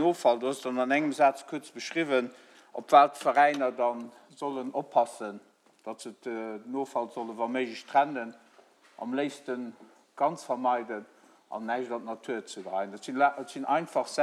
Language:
Luxembourgish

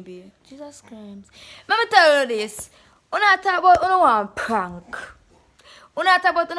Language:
Jamaican Creole English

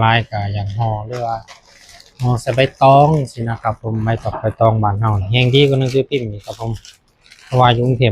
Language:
Northeastern Thai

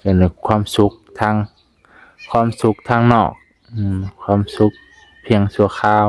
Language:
Lao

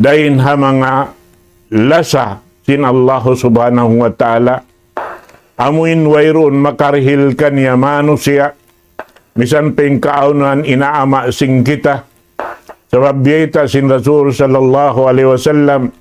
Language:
Tausug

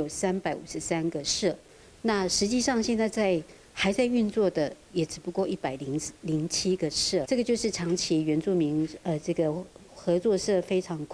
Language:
Chinese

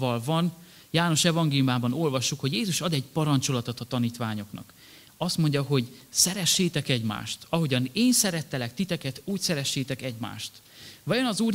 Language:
Hungarian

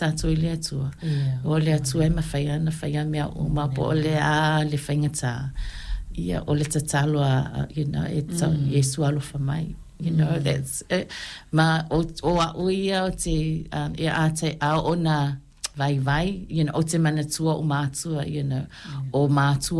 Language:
Samoan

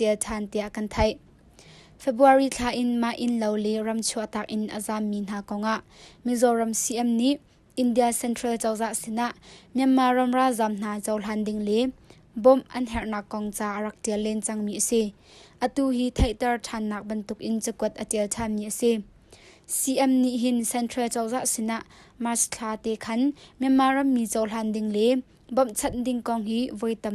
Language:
Hakha Chin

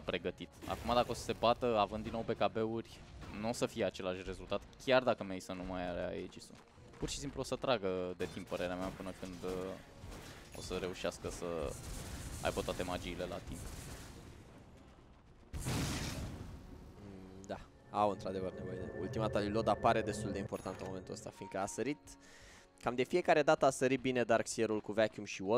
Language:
Romanian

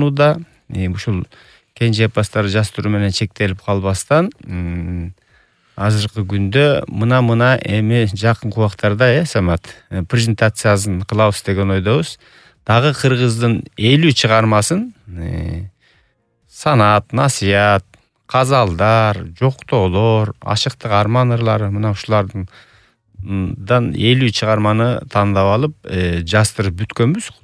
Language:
Kyrgyz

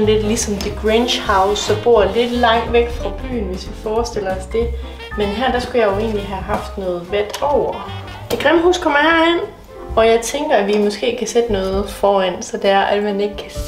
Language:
Danish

